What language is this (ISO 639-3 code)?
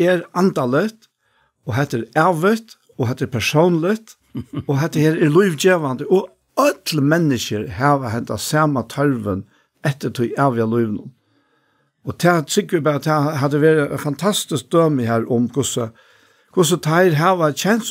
fao